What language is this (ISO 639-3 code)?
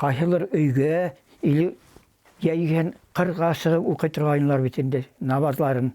bak